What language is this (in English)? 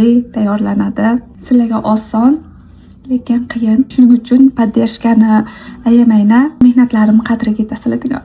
Uzbek